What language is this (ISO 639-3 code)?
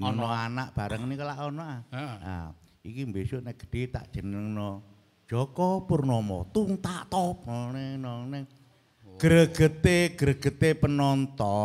jav